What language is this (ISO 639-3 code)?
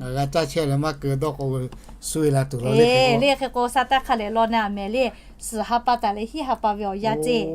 lhu